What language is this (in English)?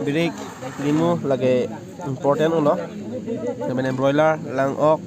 Karbi